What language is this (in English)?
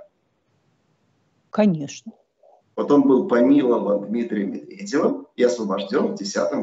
Russian